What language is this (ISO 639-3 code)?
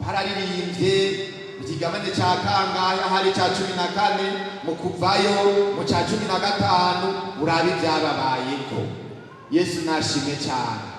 run